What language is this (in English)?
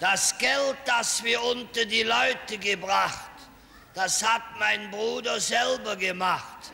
Colognian